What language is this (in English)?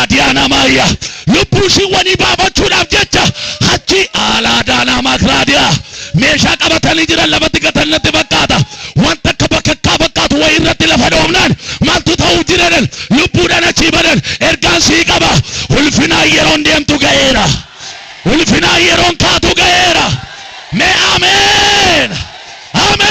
Oromo